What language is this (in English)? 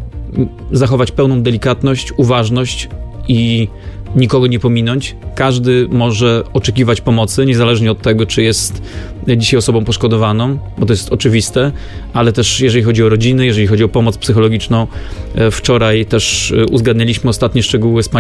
Polish